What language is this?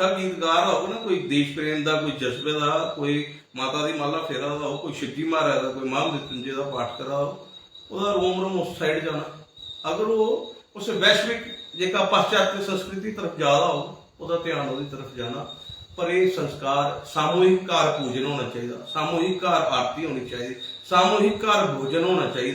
Dogri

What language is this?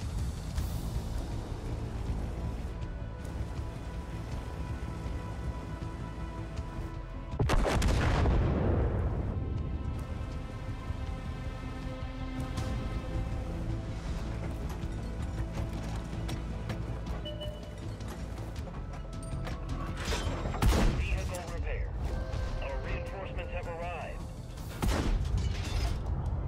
English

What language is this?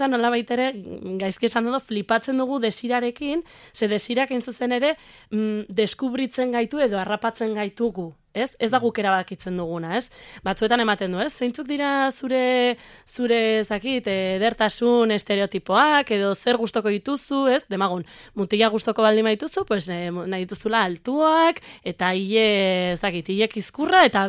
Basque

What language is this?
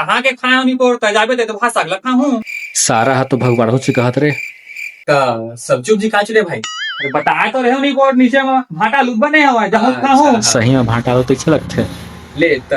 Chhattisgarhi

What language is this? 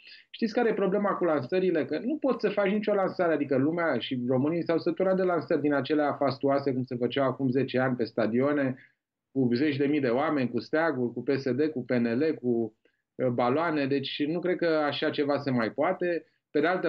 Romanian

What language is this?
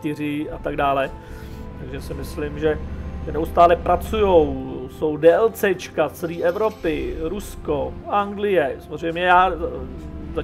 Czech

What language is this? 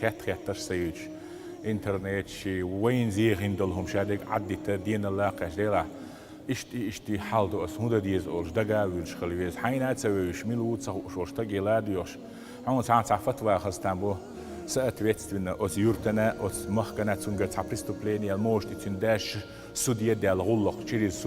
Chechen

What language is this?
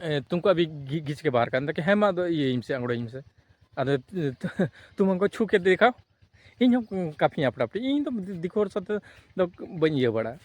Santali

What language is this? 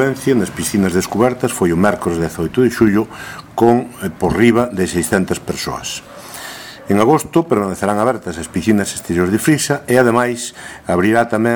Galician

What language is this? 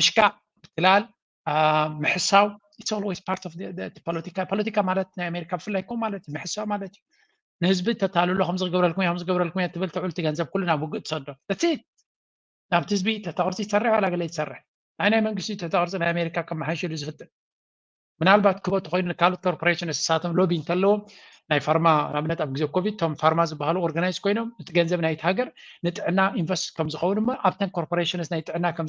Tigrinya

